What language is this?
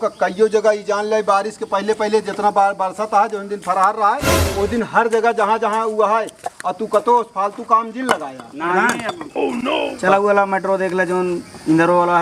Awadhi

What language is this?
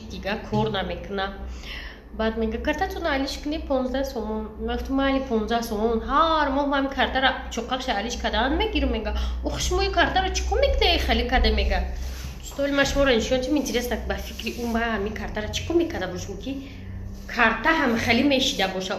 Tajik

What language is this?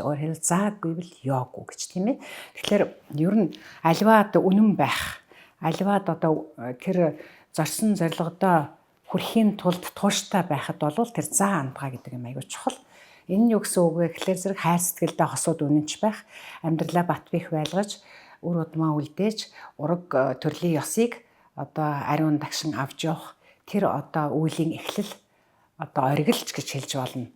Mongolian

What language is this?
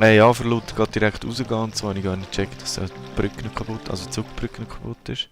Swiss German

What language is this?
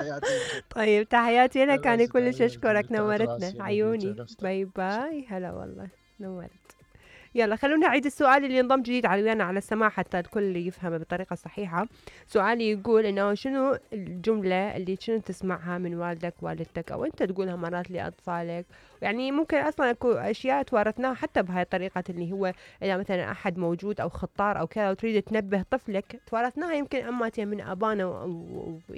Mesopotamian Arabic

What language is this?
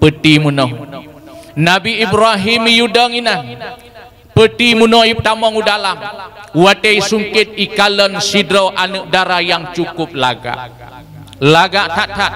Achinese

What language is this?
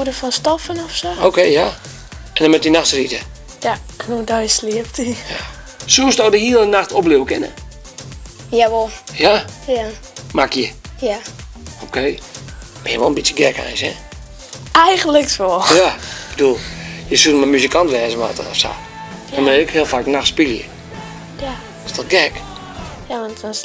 Western Frisian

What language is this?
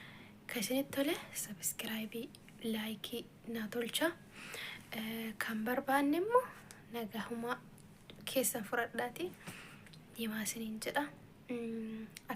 Oromo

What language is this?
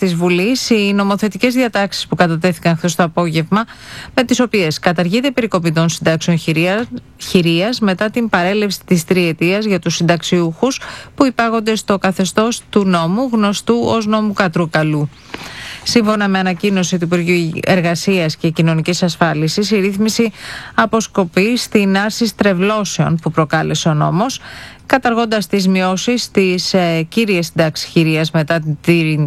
Greek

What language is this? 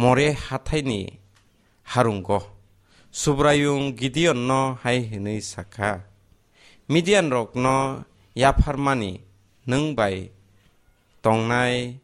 Kok Borok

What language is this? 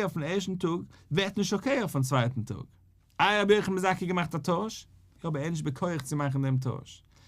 Yiddish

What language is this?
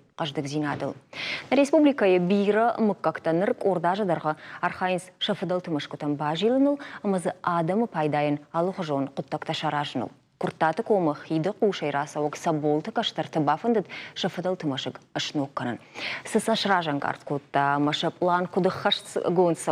Ossetic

